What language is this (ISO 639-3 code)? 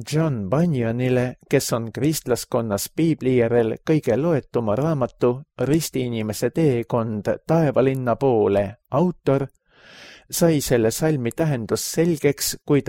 est